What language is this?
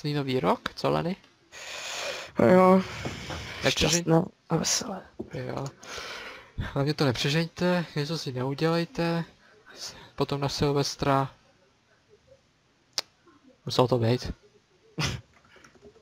Czech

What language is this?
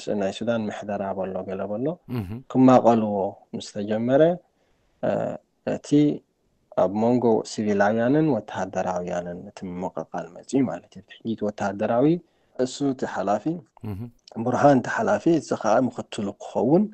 Tigrinya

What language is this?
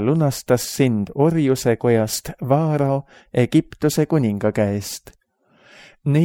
Estonian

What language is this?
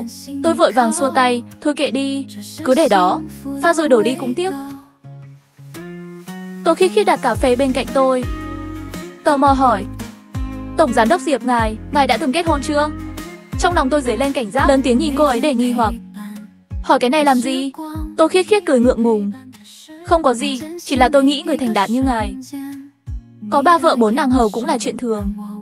Vietnamese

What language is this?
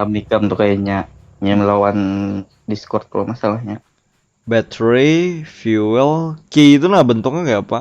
Banjar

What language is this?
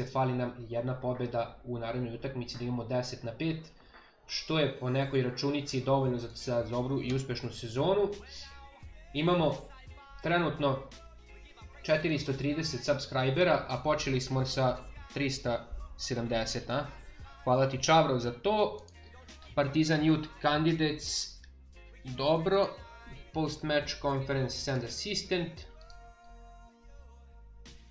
Serbian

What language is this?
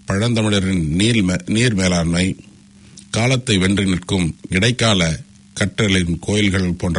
Tamil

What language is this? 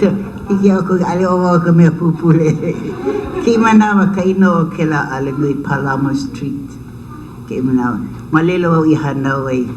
Hawaiian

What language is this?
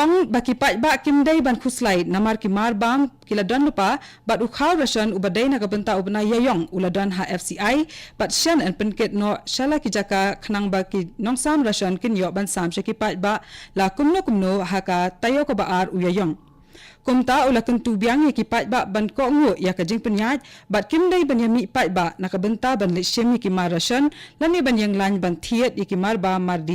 Khasi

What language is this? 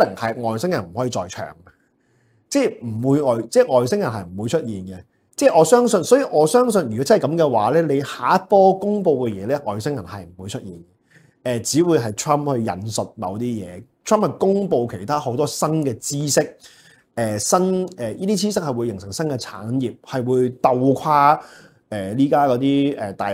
Cantonese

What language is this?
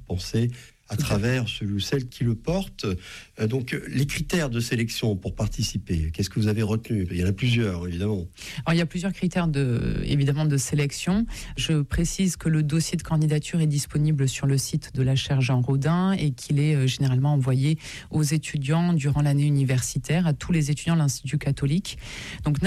French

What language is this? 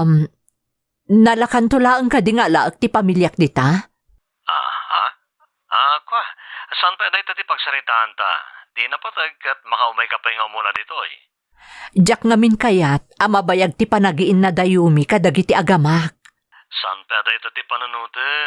Iloko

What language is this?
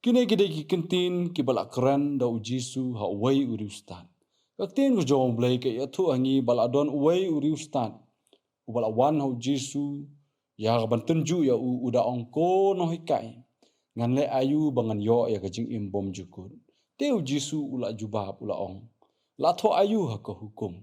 Khasi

